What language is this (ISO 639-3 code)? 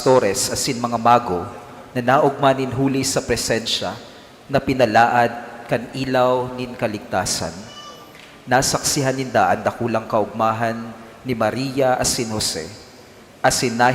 bik